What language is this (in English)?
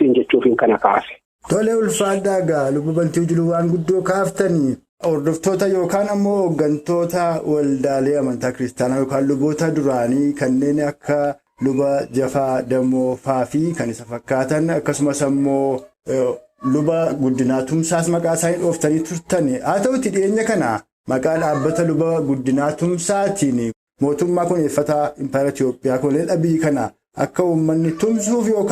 Oromo